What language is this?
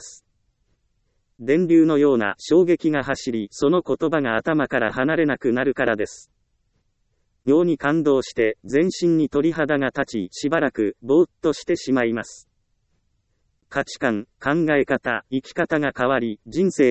Japanese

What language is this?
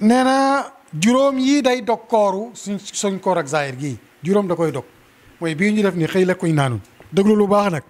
Wolof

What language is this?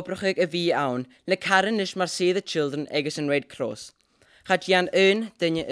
Scottish Gaelic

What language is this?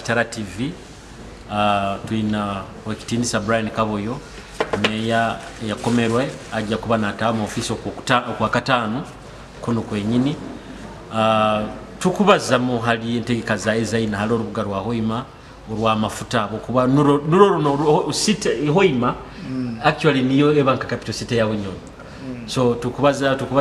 Nyoro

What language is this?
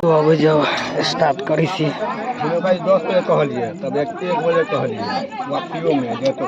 Maithili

